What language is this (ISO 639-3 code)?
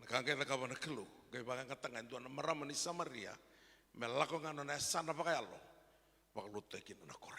fij